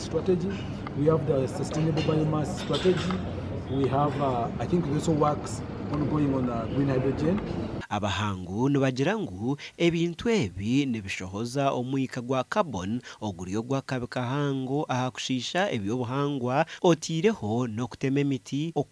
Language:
Nyankole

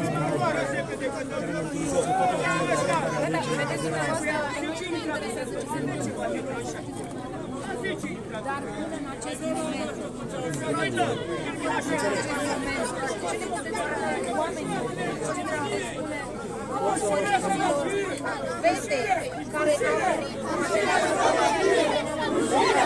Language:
Romanian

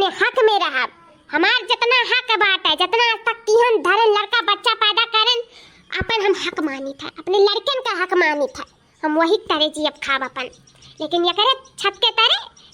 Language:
Awadhi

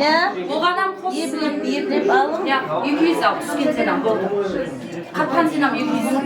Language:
Kara-Kalpak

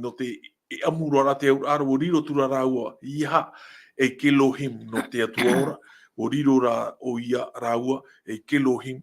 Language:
Tahitian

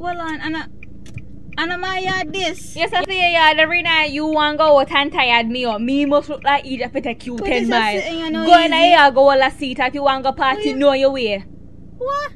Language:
Jamaican Creole English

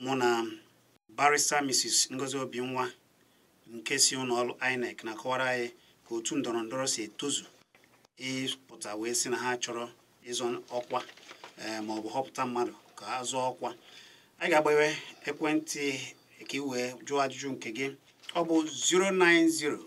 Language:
Igbo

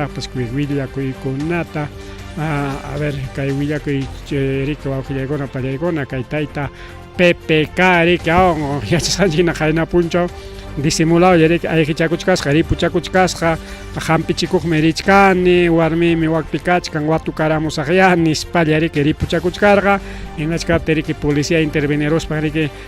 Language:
Ayacucho Quechua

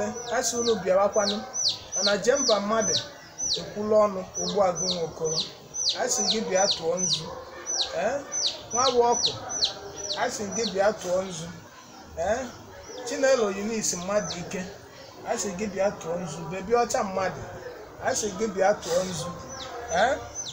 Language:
Igbo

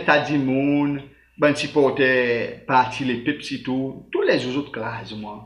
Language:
Seselwa Creole French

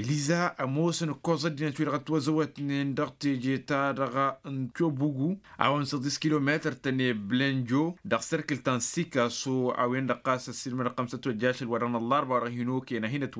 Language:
Tamasheq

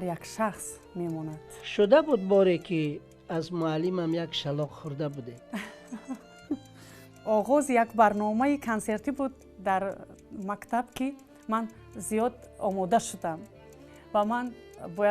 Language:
Tajik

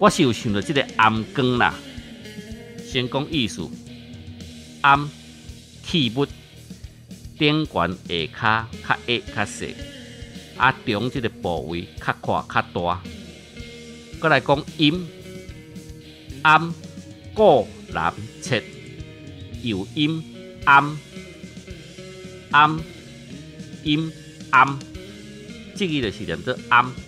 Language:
Min Nan Chinese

